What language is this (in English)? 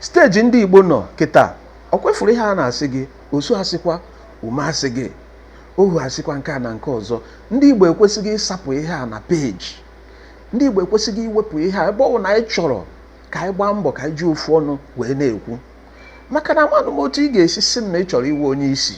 Igbo